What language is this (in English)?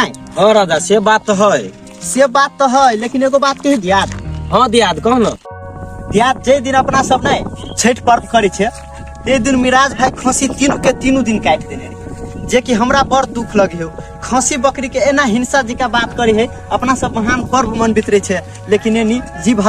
Maithili